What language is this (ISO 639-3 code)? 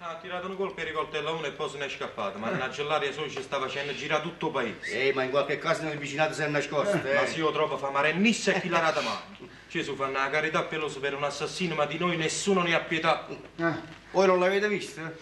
nap